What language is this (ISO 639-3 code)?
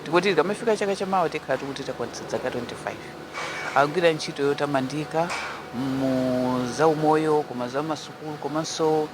nya